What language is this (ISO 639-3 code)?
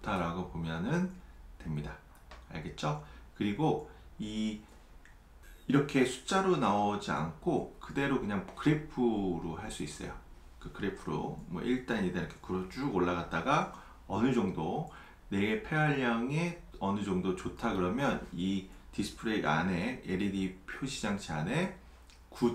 kor